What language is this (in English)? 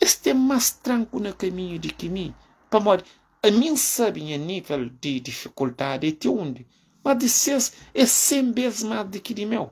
Kabuverdianu